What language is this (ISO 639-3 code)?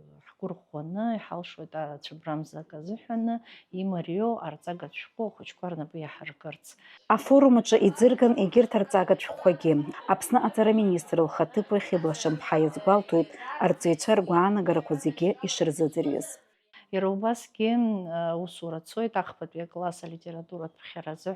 abk